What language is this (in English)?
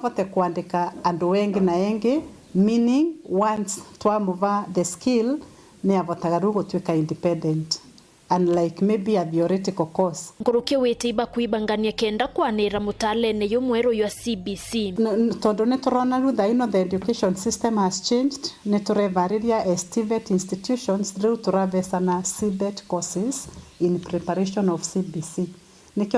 Meru